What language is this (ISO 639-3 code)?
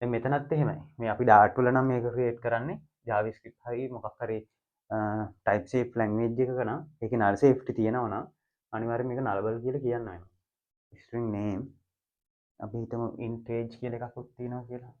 sin